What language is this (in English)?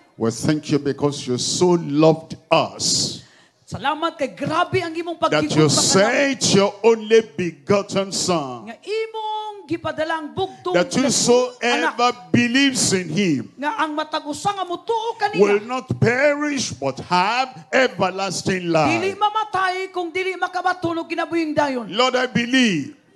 Cebuano